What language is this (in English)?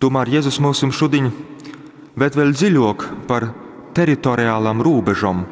Latgalian